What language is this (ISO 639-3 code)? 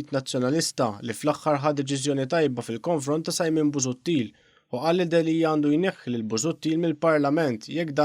mlt